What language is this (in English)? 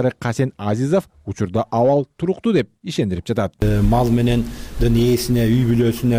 Kyrgyz